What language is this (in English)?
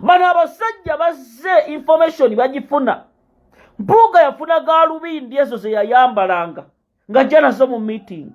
Ganda